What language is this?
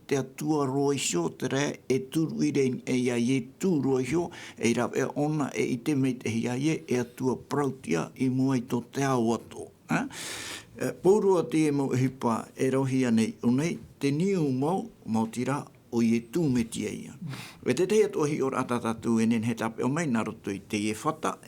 Tahitian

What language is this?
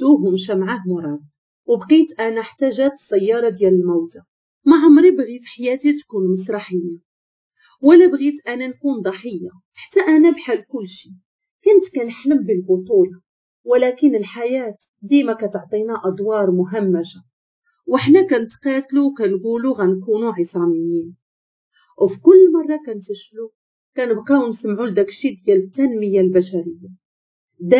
Moroccan Arabic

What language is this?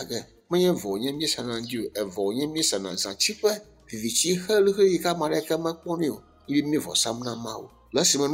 Ewe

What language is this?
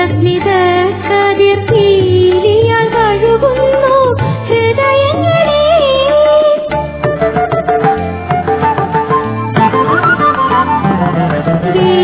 Malayalam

